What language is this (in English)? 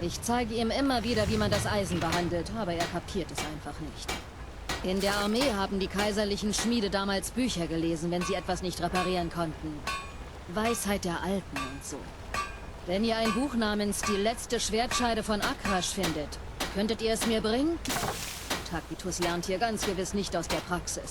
Bavarian